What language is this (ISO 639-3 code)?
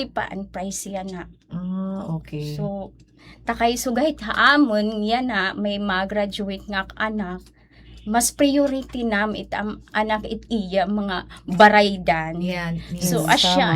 war